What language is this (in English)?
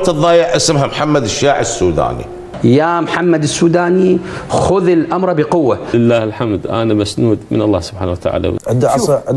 Mesopotamian Arabic